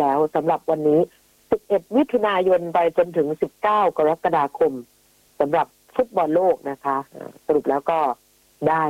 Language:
Thai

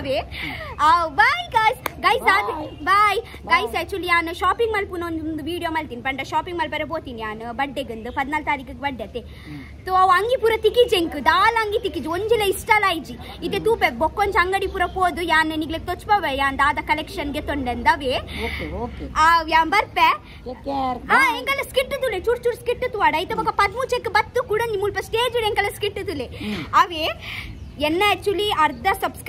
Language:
Tulu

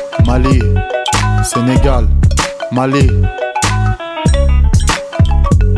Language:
French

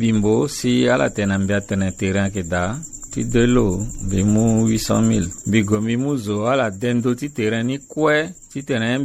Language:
Sango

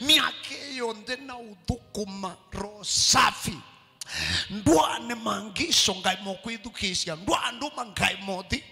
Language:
Kamba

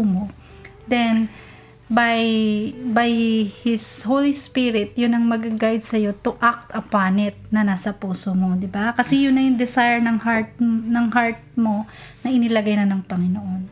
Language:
Filipino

